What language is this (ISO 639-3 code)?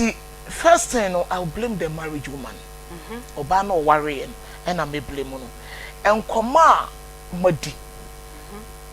aka